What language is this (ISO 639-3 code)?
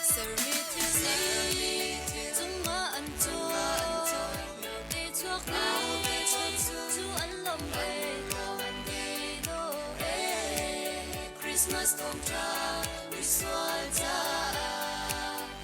cnh